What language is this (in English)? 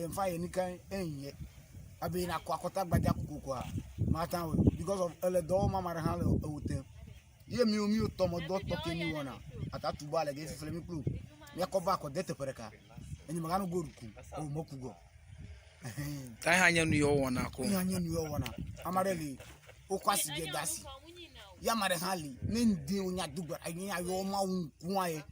Ewe